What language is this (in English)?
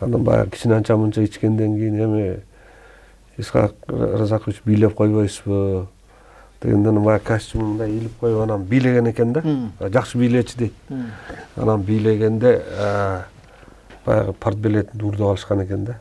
Kyrgyz